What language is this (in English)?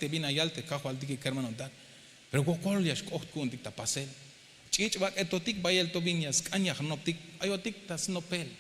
Tzeltal